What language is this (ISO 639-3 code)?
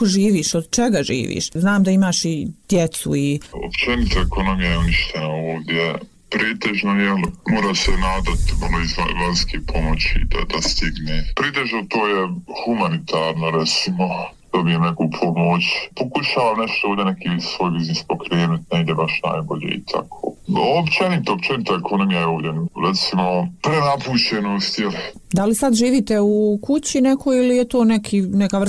bos